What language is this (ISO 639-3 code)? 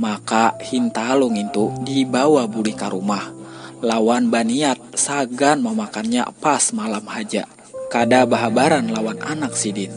bjn